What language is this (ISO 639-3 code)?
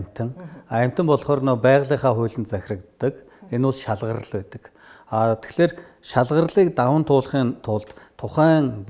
mon